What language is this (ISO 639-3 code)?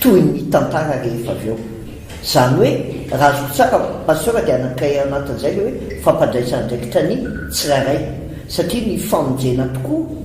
mlg